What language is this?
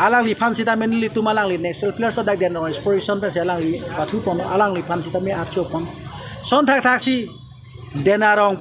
Karbi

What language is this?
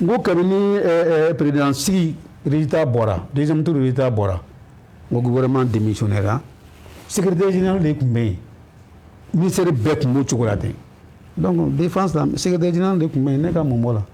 Bambara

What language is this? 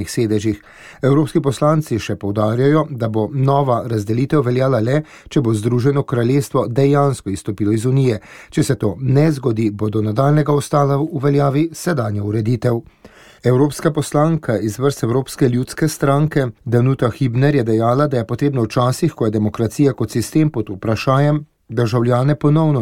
Slovenian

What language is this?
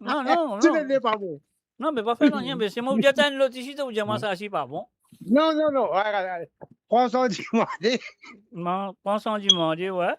Morisyen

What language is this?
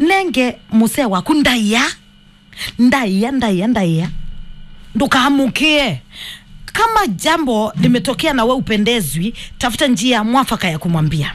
Kamba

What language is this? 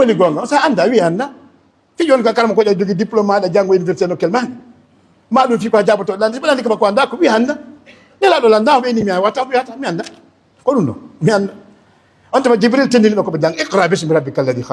Fula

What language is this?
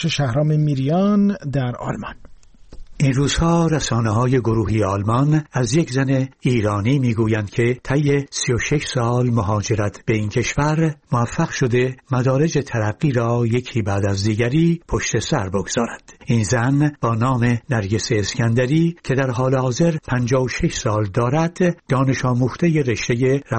Persian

